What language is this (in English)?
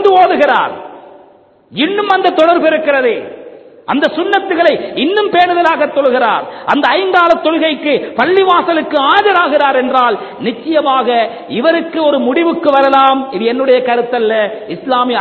Tamil